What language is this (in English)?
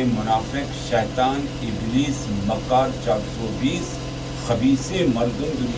Baluchi